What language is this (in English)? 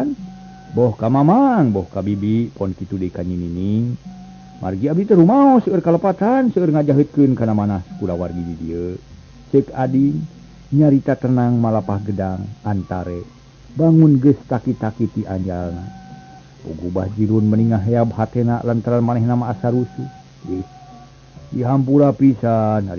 Sundanese